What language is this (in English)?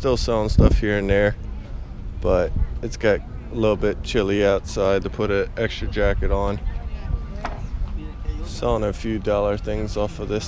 English